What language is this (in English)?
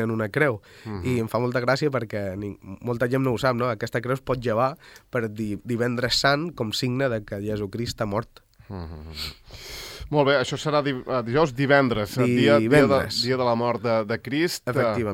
Catalan